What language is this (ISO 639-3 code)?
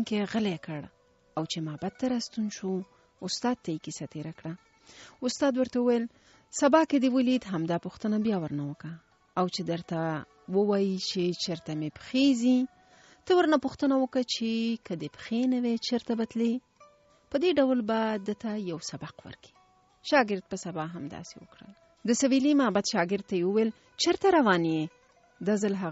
pus